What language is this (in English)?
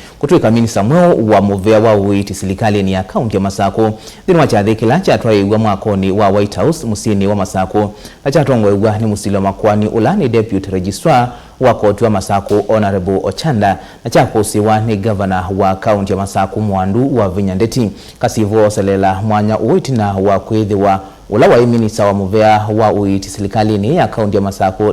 Kamba